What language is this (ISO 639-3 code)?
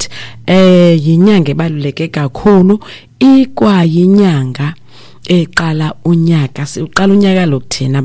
xho